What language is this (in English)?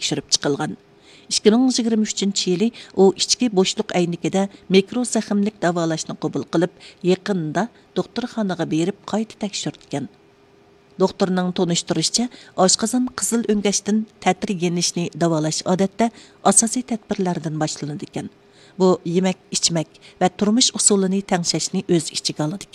Uyghur